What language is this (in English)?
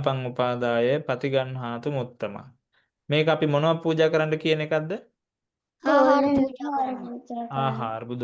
Sinhala